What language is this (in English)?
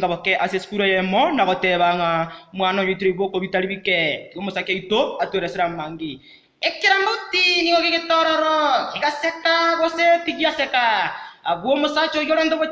Gusii